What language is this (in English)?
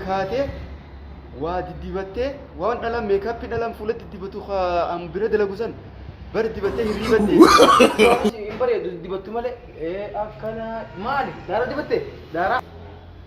Oromo